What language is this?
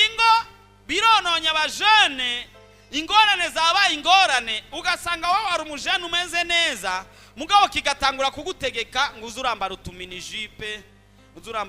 Rundi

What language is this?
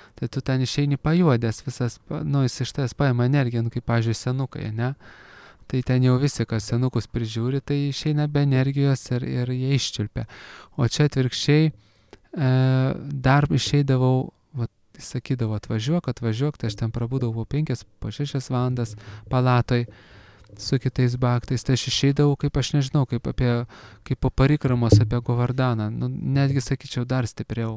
Lithuanian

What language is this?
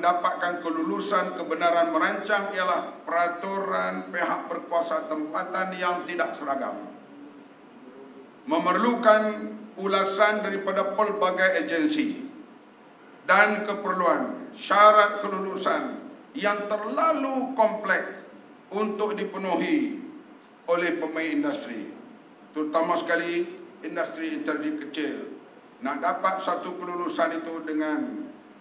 Malay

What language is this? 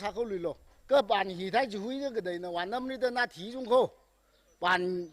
Tangkhul Naga (India)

